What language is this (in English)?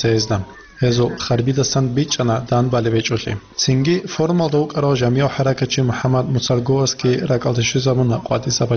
Avaric